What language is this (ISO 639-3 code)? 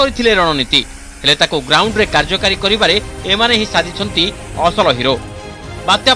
ori